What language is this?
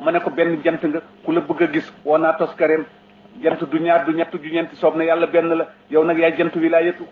Wolof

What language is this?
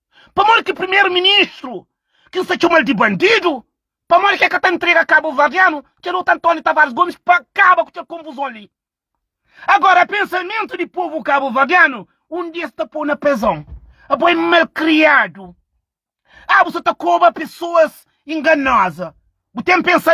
Kabuverdianu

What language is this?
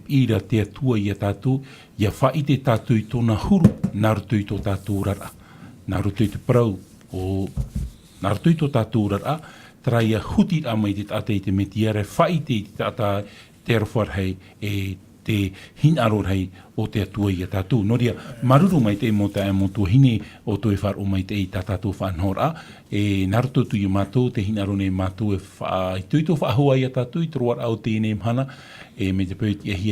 Tahitian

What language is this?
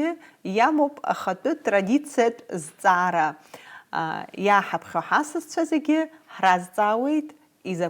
Abkhazian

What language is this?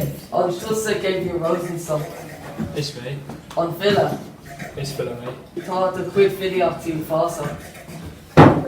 Irish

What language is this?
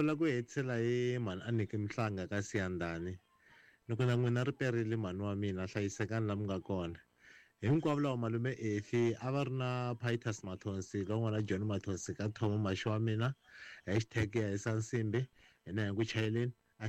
Tsonga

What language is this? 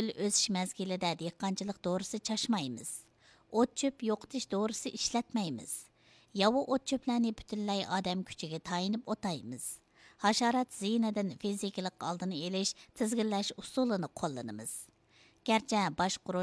Uyghur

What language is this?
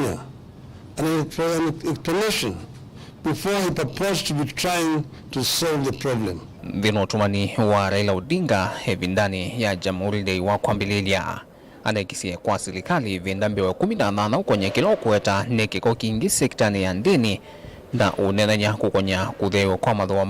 Kamba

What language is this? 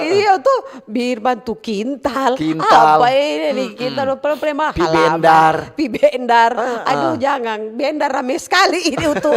Manado Malay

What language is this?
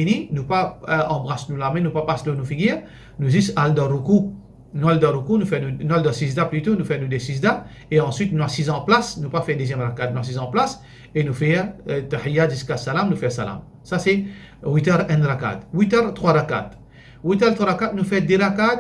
Morisyen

